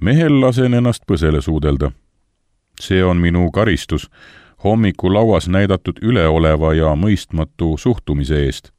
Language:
Estonian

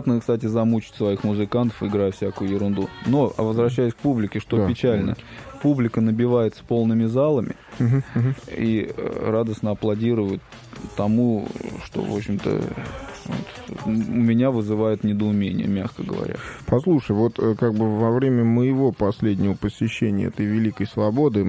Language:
Russian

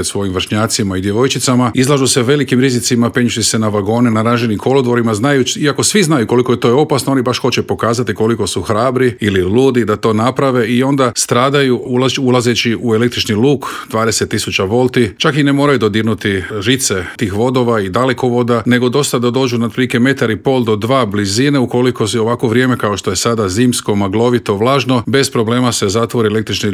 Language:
Croatian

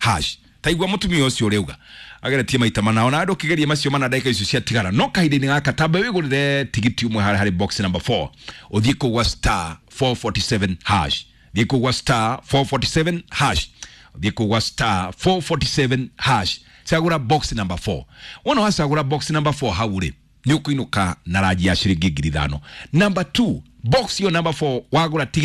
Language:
Kikuyu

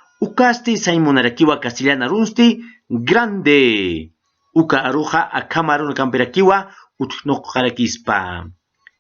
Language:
Aymara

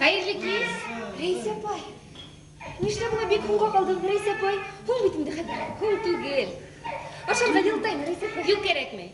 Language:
Bashkir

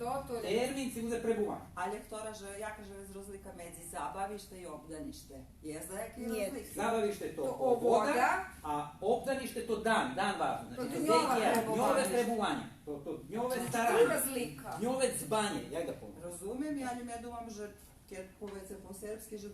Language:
Rusyn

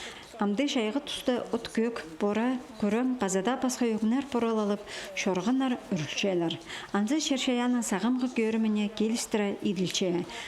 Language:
Khakas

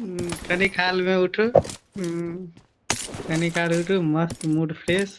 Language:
Maithili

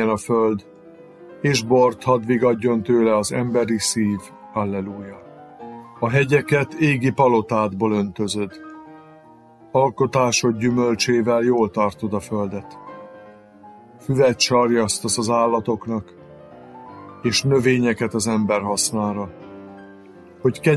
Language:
Hungarian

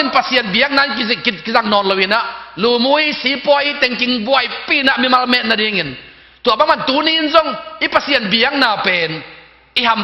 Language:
Tedim Chin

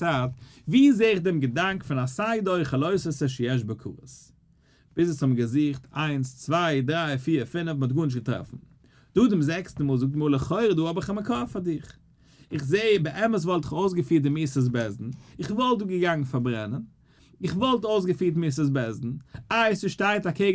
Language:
Yiddish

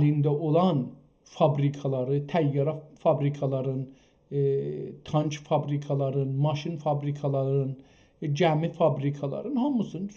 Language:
South Azerbaijani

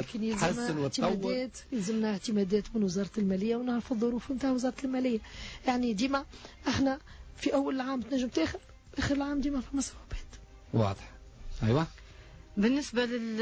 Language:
Tunisian Arabic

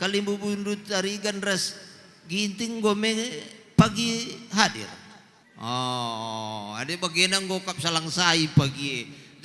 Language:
Batak Karo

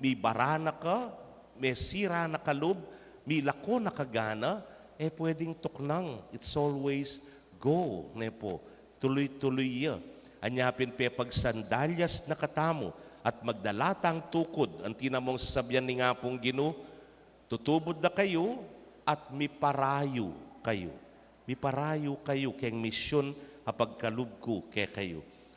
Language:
Pampanga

